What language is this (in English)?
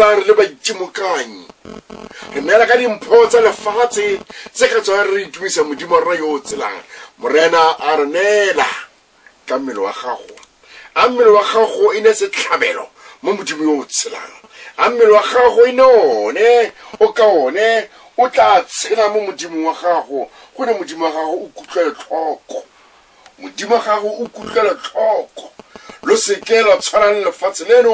Tswana